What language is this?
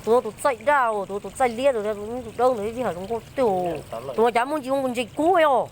Hmong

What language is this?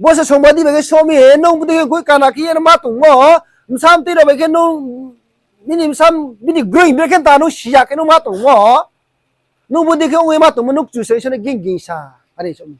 Riang (India)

